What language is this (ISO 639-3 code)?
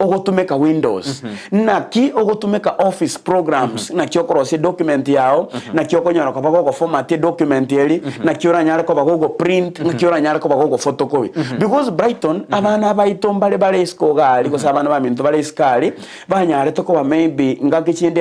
guz